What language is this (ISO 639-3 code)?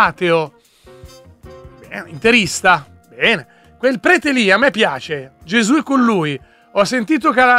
ita